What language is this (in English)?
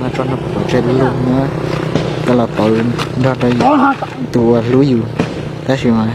Hmong